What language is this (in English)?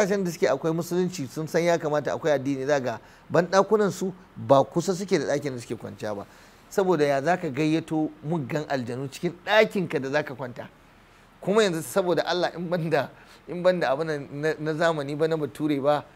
Hausa